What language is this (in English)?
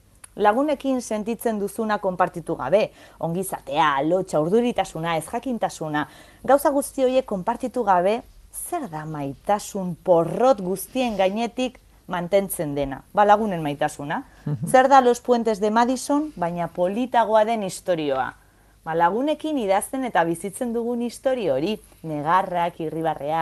Basque